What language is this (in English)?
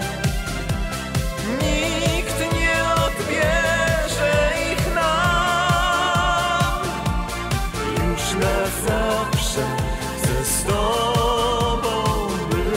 Polish